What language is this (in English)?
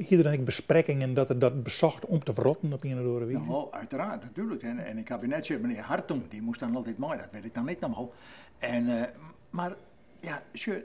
Western Frisian